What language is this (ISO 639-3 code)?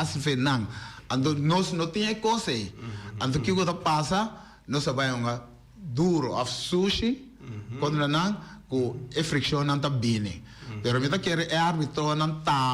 pap